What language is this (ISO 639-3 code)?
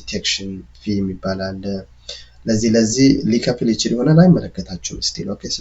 amh